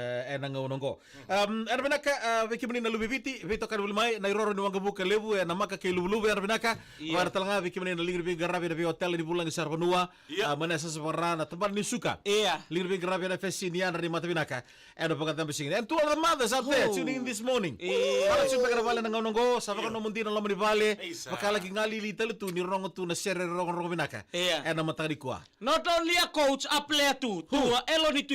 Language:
Fijian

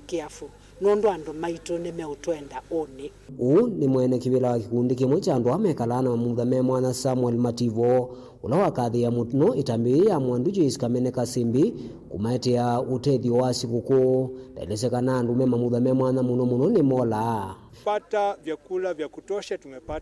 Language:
Kamba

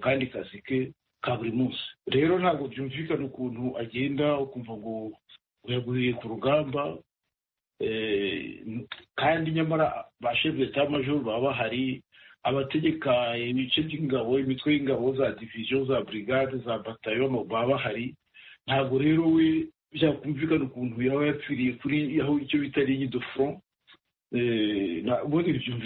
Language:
Kinyarwanda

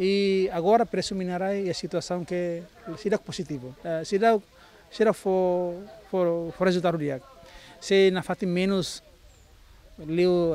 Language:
Tetum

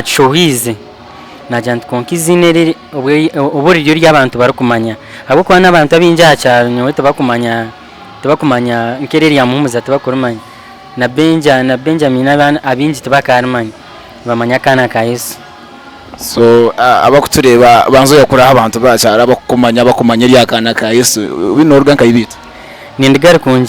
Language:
Nyankole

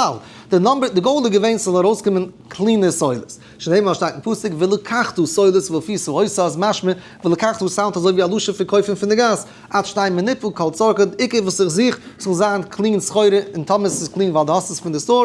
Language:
Yiddish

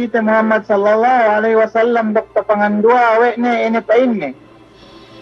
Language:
Yakan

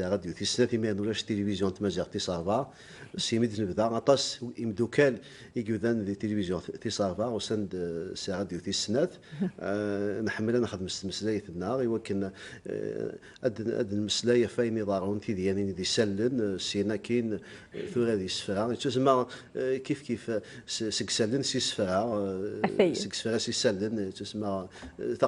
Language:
Kabyle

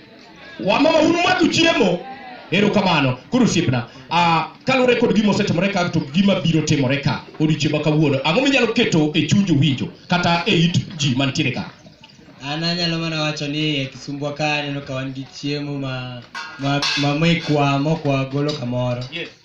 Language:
Luo (Kenya and Tanzania)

